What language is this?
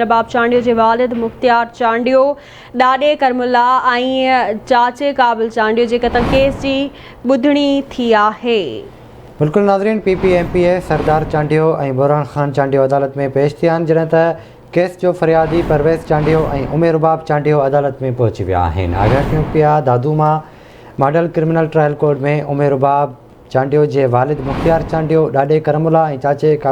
Sindhi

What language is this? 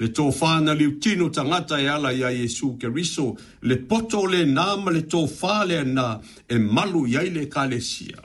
Samoan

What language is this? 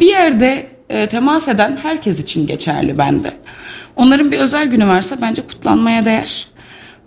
Turkish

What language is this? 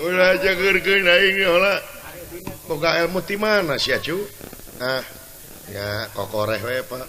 Sundanese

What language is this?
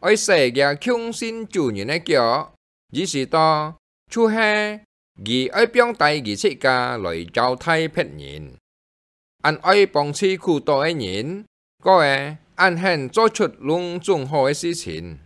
Hakka Chinese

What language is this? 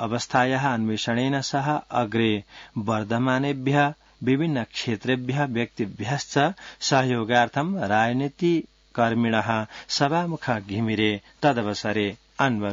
Sanskrit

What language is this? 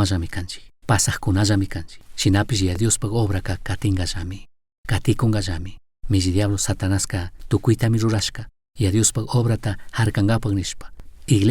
Chimborazo Highland Quichua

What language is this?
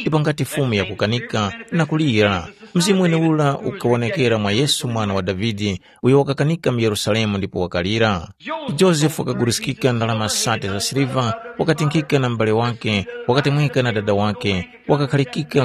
Tumbuka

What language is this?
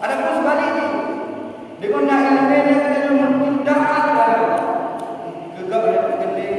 Achinese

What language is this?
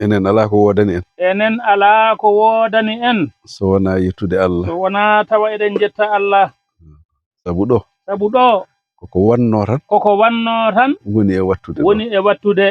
Fula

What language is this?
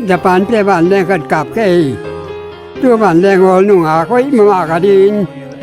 Tedim Chin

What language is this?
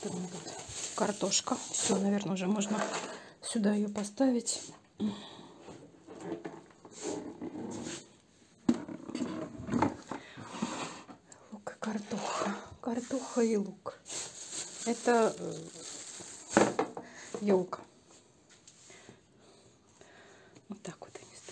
Russian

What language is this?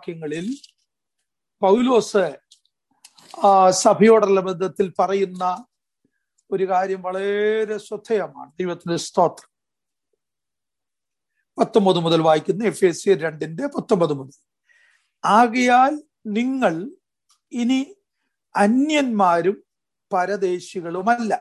Malayalam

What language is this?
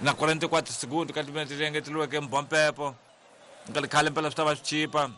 Tsonga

